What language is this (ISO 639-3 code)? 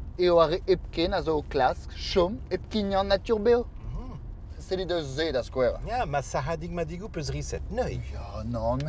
bre